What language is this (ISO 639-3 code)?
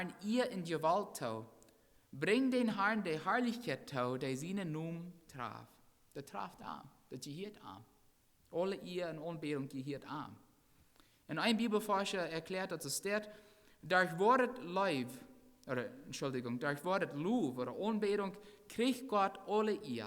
pdt